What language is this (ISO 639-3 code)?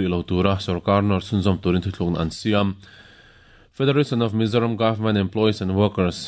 lus